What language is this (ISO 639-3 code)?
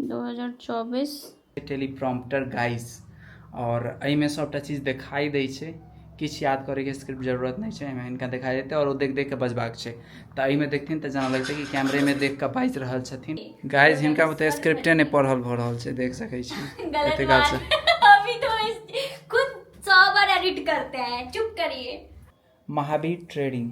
mai